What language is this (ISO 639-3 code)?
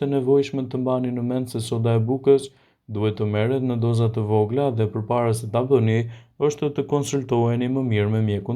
sqi